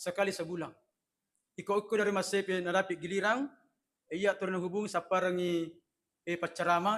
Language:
Buginese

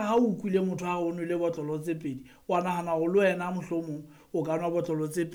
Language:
Southern Sotho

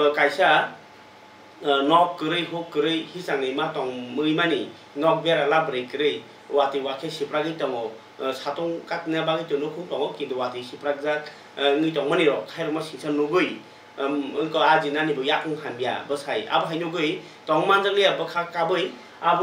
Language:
Kok Borok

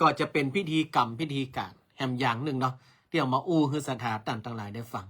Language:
Northern Thai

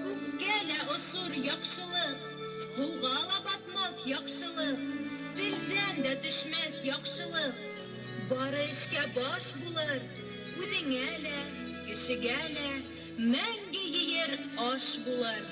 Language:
Bashkir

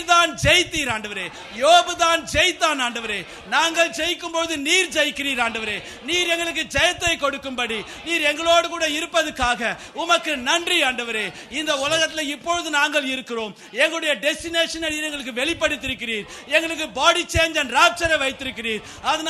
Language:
Tamil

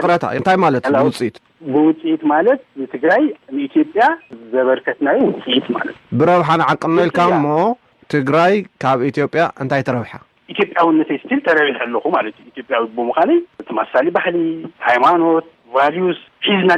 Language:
Tigrinya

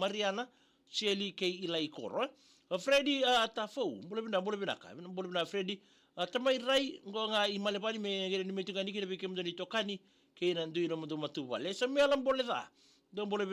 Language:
Fijian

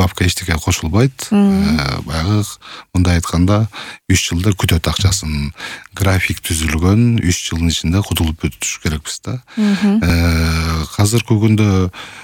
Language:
Kyrgyz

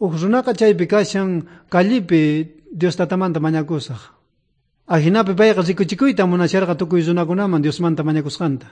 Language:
South Bolivian Quechua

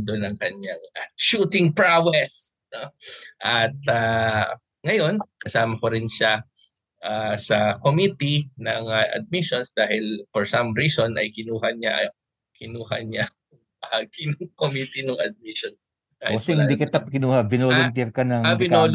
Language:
Filipino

